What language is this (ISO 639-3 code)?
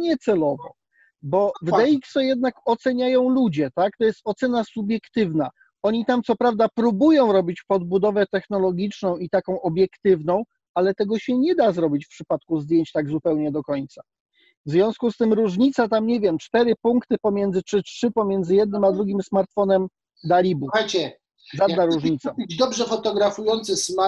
pol